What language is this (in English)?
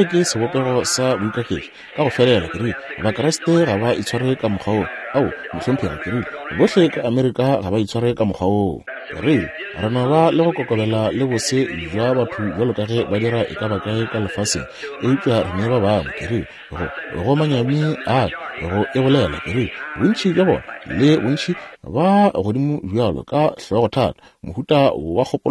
Northern Sotho